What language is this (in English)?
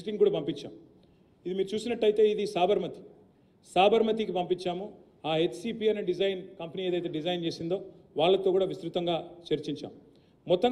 Telugu